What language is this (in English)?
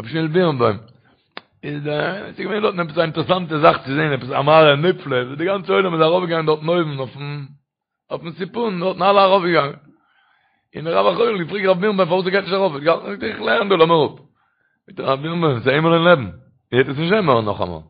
Yiddish